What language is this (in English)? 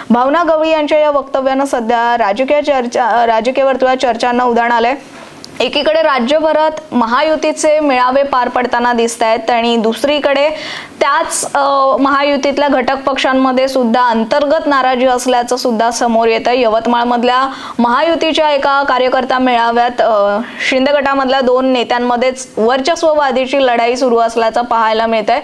Marathi